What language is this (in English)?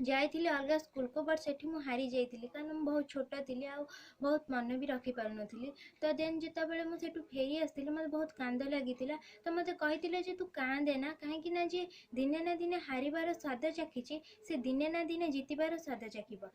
Odia